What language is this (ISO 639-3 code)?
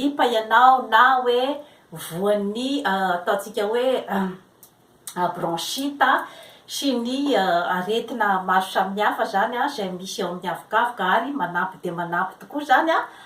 mlg